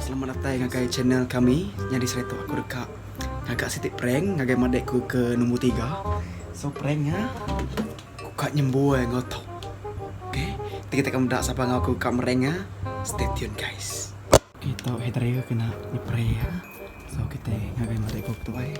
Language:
Iban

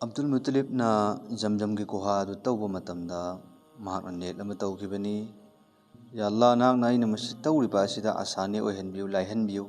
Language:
Manipuri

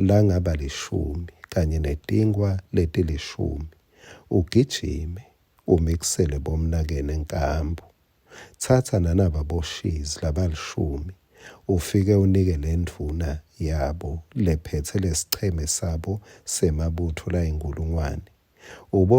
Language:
Swati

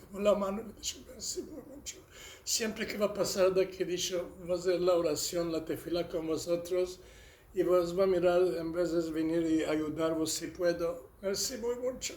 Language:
Ladino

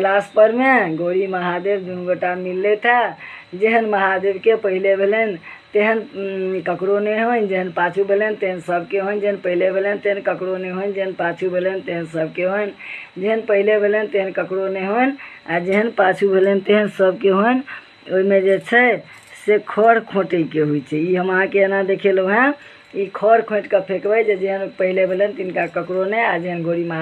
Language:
Maithili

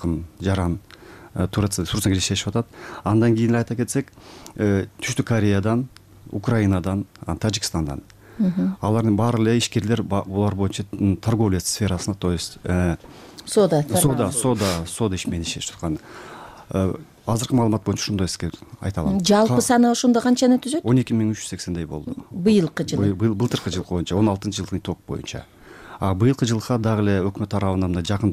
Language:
Kyrgyz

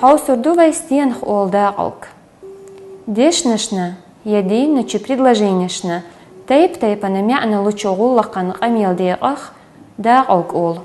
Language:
Chechen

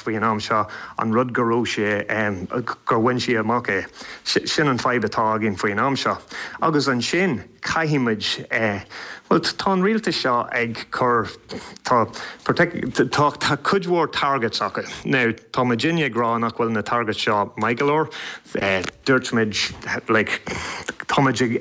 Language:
Irish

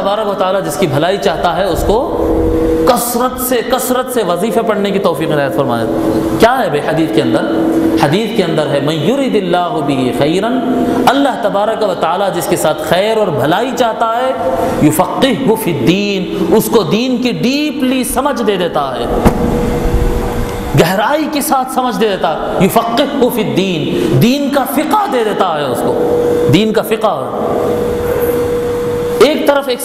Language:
Urdu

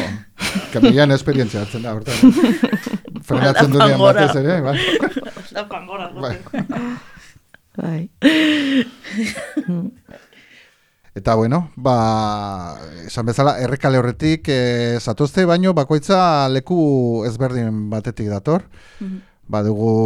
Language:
Basque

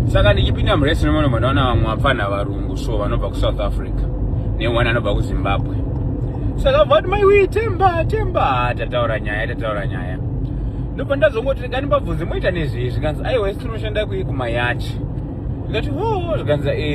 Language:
Shona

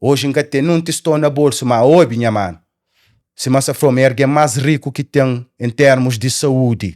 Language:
Kabuverdianu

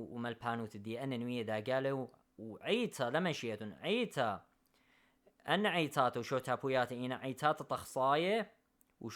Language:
Assyrian Neo-Aramaic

